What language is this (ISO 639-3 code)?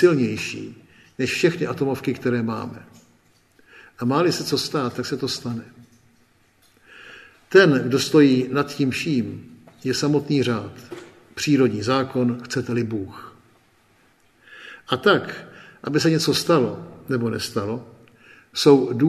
ces